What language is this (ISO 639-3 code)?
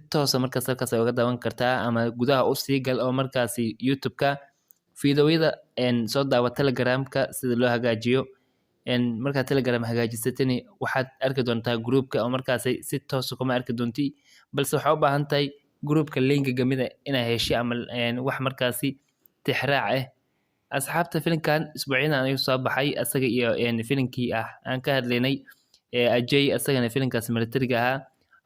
som